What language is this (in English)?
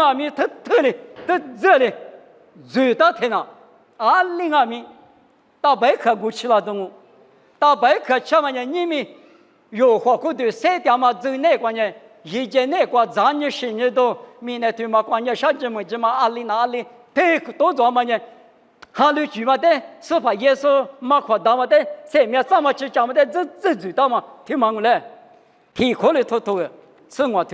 Lisu